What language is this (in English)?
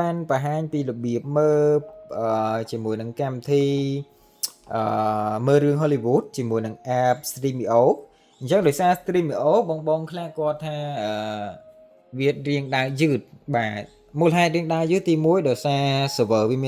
Khmer